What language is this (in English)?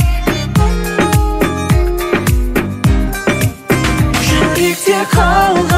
Kazakh